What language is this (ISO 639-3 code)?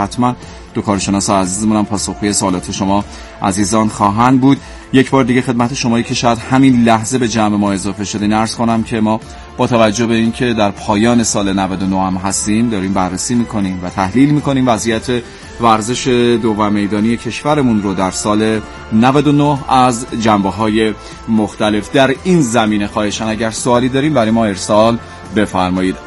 fas